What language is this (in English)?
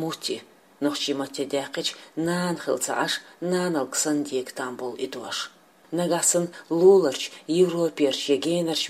Chechen